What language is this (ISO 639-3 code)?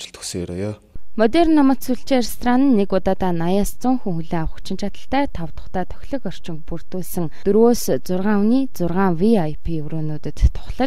mon